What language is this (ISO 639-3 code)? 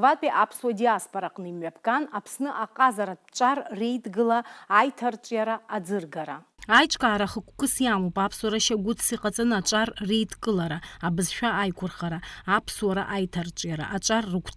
abk